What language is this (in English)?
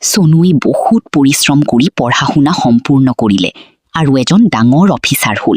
Assamese